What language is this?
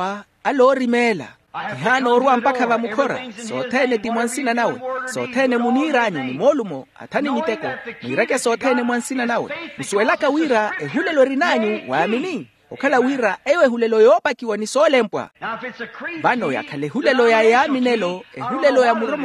Makhuwa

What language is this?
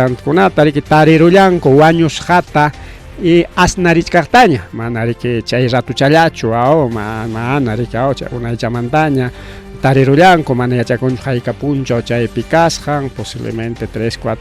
Ayacucho Quechua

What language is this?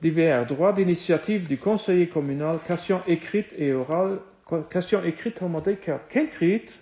Luxembourgish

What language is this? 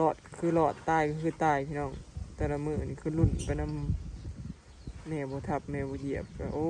Northeastern Thai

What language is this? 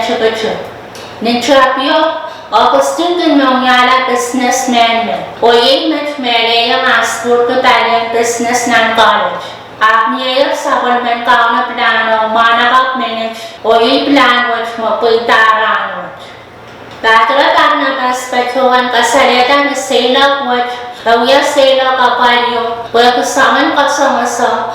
Pohnpeian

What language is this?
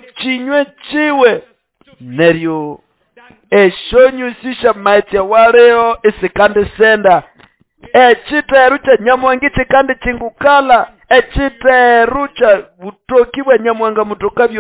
Nande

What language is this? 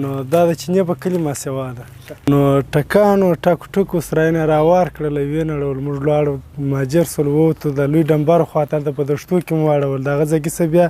Pashto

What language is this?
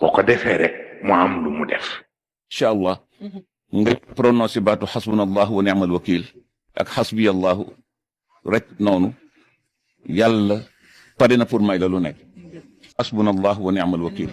Wolof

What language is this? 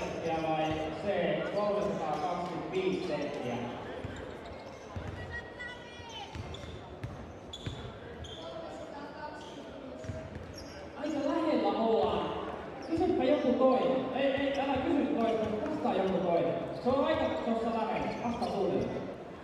Finnish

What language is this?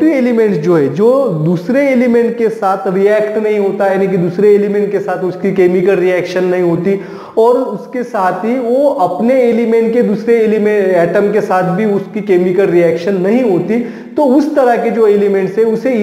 Hindi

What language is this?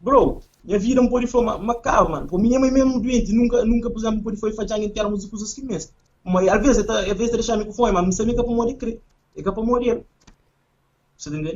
Kabuverdianu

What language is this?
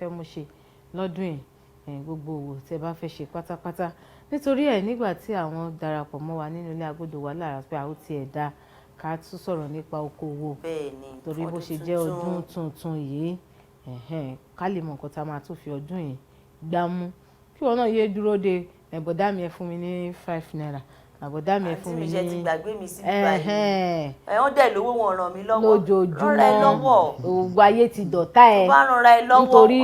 Yoruba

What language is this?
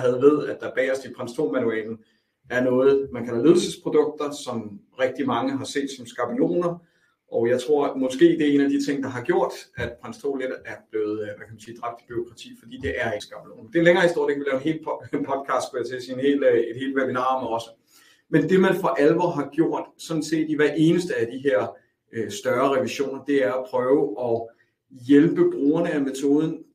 Danish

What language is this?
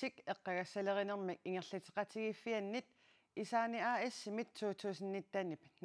Kalaallisut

